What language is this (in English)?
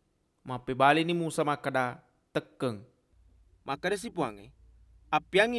Buginese